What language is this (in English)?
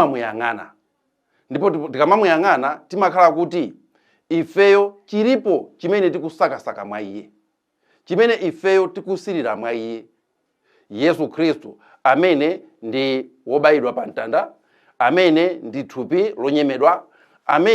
Nyanja